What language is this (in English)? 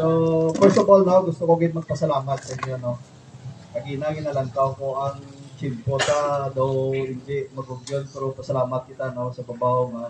Hiligaynon